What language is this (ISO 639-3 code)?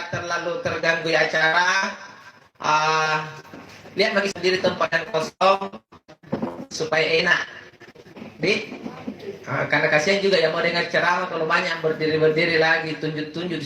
mak